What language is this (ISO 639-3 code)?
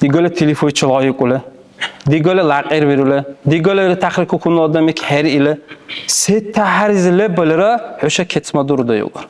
dar